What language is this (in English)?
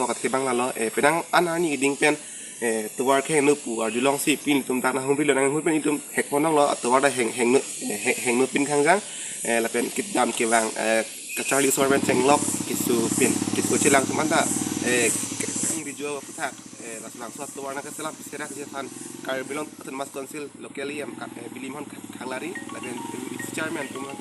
Karbi